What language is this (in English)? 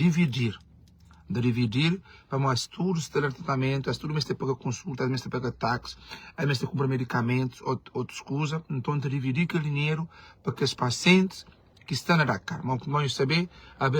Kabuverdianu